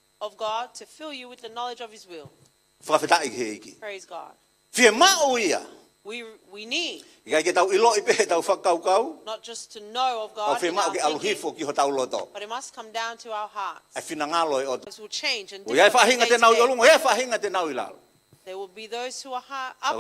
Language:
Tongan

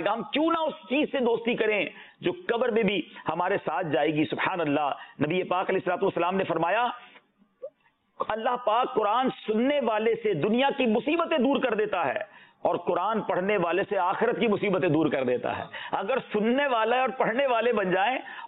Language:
Urdu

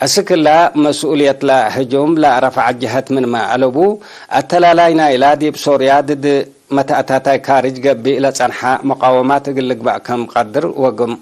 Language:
Tigre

